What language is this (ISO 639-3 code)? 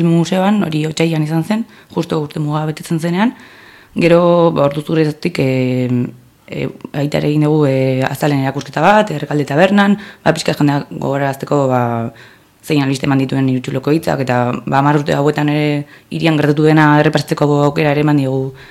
eus